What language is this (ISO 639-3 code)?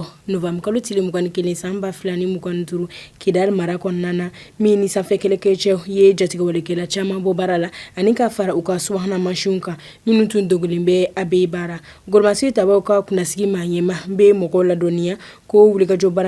bam